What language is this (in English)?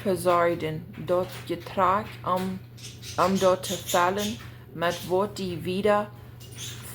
Plautdietsch